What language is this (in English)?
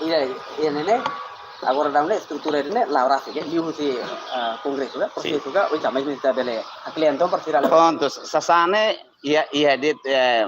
Tetum